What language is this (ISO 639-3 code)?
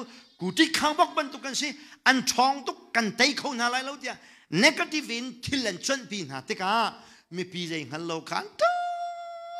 cnh